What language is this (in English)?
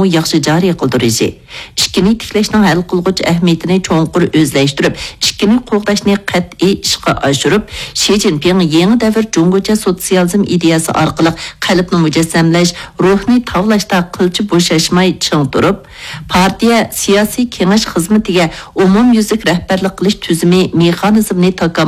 Uyghur